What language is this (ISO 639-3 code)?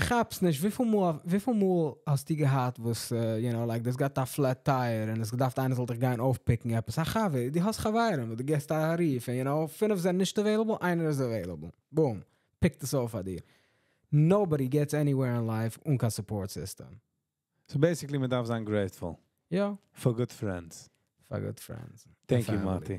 yid